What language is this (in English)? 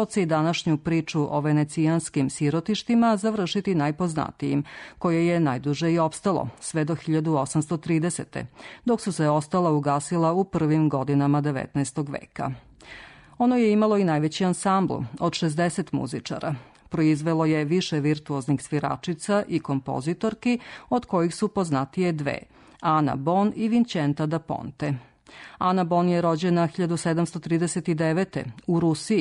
Serbian